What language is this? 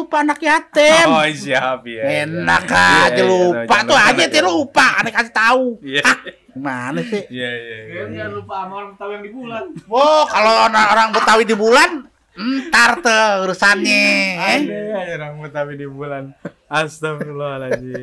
Betawi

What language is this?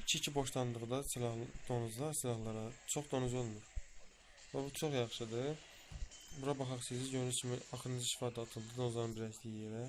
Azerbaijani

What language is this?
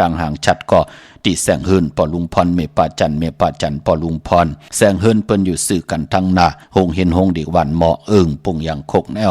Shan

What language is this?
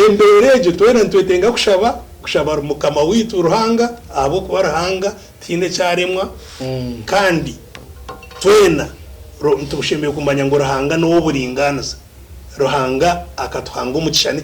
Nyankole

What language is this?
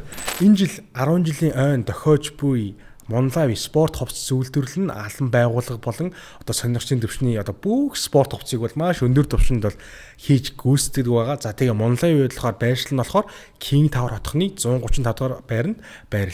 Mongolian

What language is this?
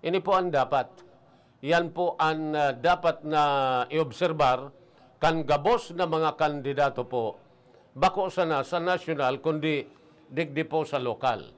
Bikol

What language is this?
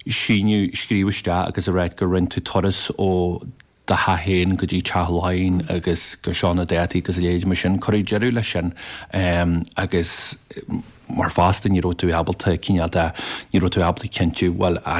Irish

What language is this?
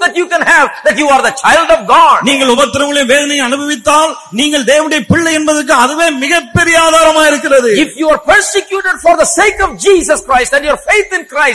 Tamil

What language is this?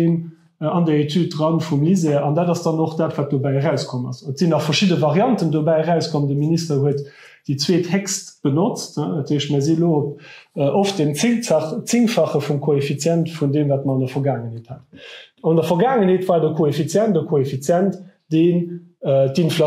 Luxembourgish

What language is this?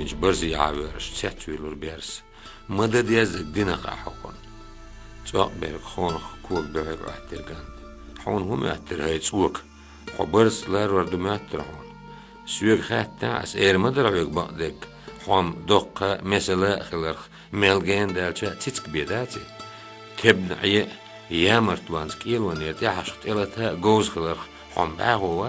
Chechen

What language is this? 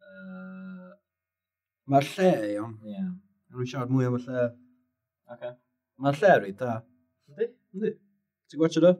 Welsh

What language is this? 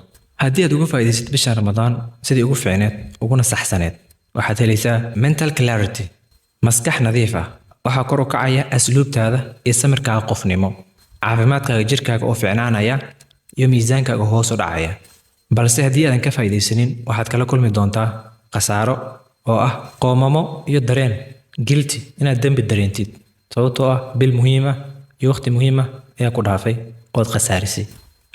Somali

